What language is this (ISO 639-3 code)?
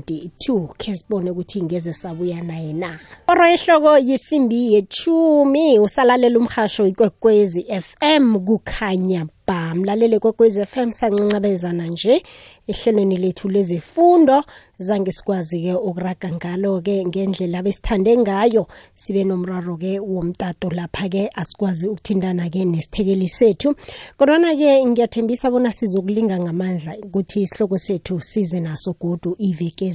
nbl